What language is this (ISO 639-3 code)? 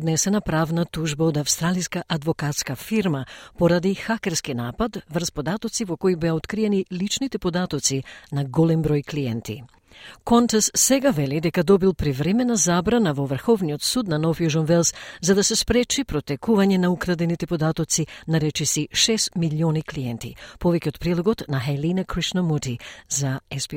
mkd